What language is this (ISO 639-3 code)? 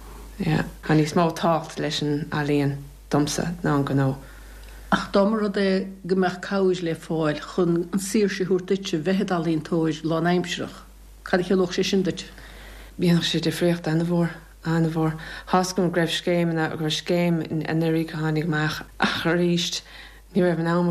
gle